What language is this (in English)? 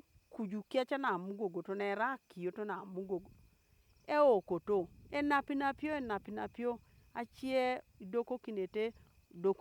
Teso